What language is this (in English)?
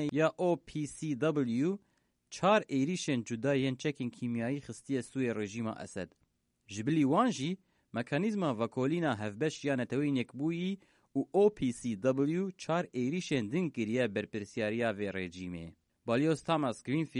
Kurdish